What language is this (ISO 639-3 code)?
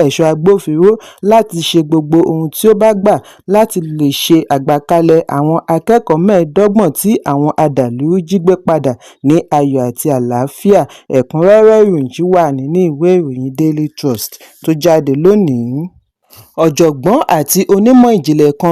yor